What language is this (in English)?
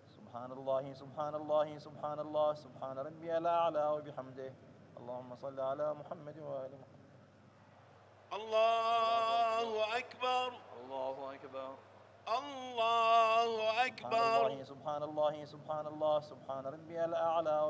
Arabic